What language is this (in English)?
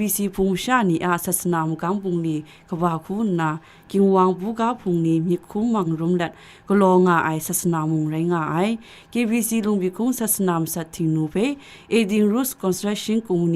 Kachin